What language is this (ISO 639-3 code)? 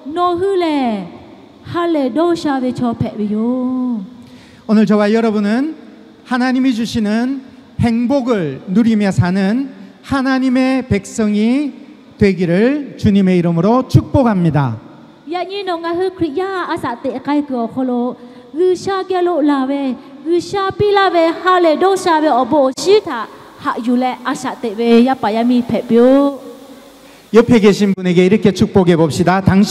lhu